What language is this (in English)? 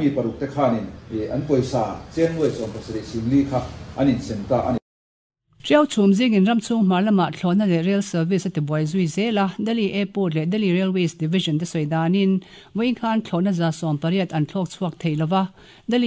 Mizo